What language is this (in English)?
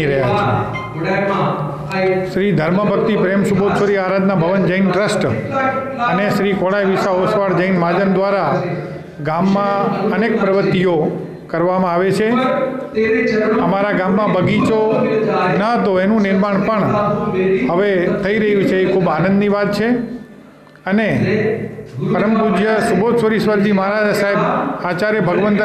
Gujarati